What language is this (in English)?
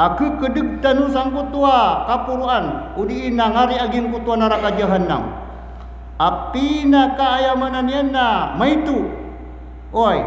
Maranao